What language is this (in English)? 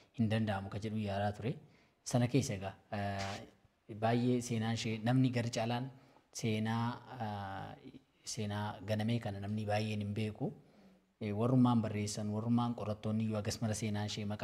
Oromo